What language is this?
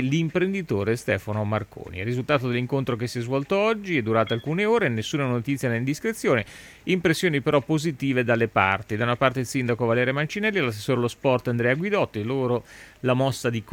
Italian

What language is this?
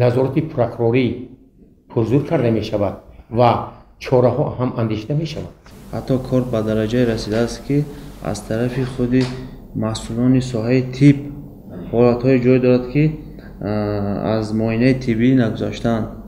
Tajik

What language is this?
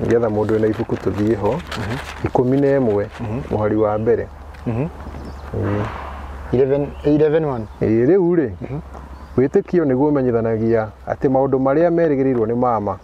Kikuyu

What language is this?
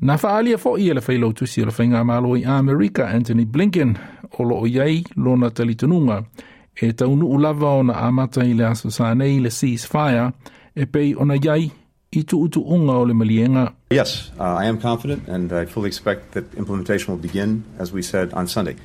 Samoan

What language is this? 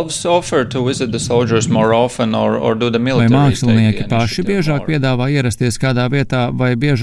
Latvian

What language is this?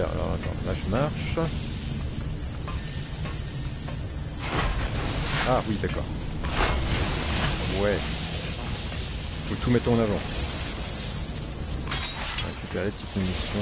French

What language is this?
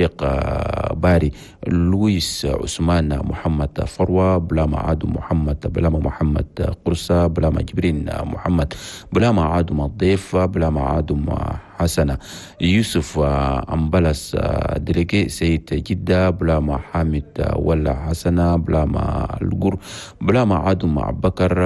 Chadian Arabic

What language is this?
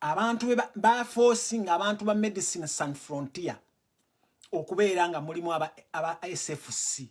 Ganda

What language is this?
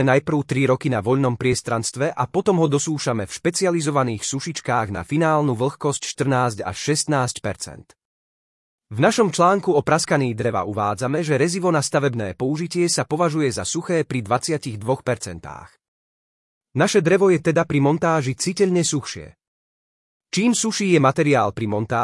Slovak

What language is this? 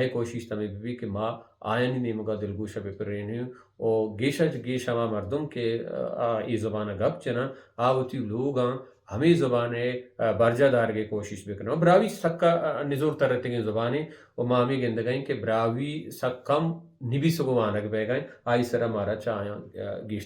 Baluchi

